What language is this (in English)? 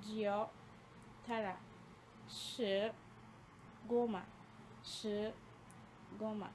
Hausa